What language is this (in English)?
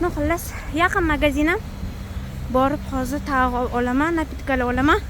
Uzbek